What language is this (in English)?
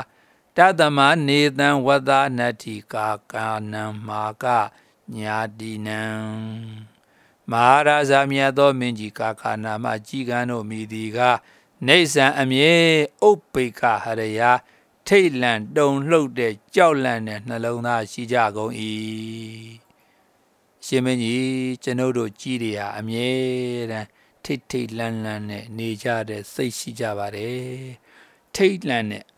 Burmese